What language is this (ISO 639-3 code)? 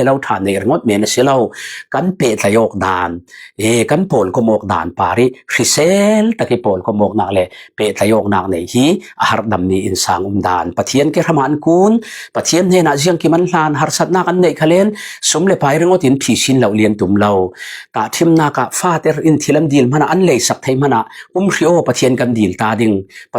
cfm